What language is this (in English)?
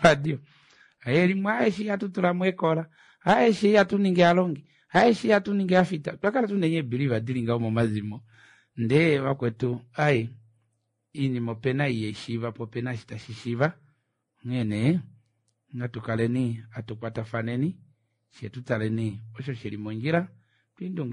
Kuanyama